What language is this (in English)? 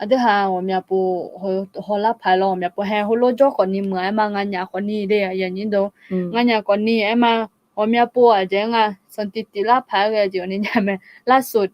Akha